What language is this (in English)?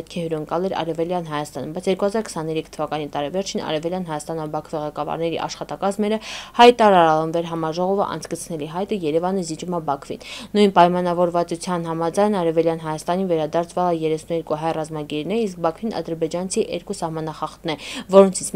Armenian